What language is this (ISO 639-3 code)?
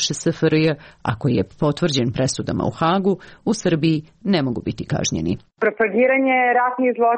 srp